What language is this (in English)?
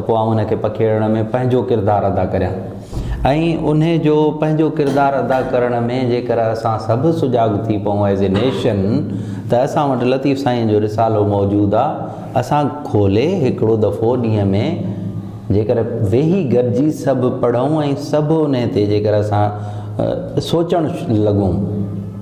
Sindhi